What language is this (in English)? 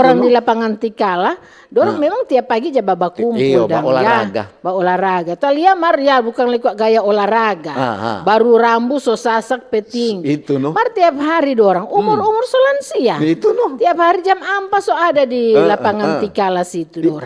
Manado Malay